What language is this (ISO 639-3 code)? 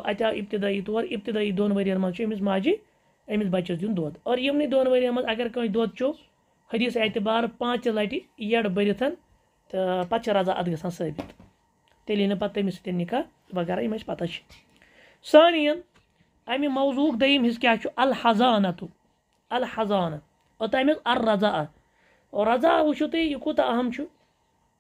kas